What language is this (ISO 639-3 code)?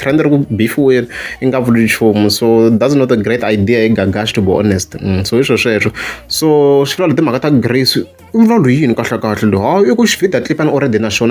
tso